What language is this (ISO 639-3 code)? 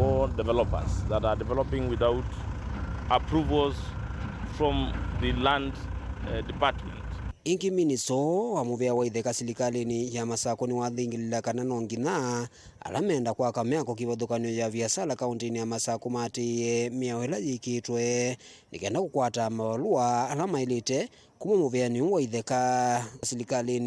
kam